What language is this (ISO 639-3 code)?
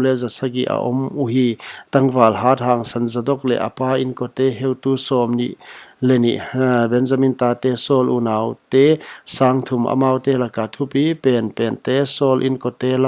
pck